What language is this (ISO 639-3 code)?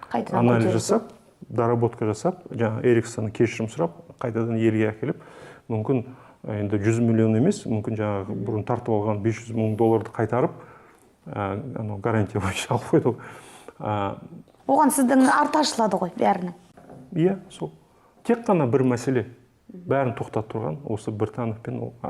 kaz